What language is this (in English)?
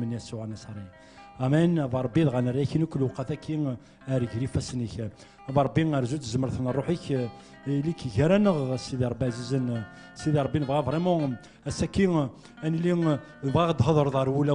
Kabyle